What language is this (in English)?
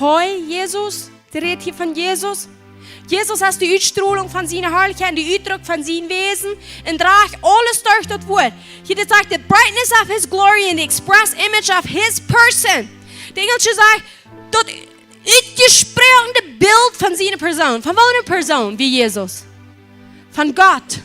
Plautdietsch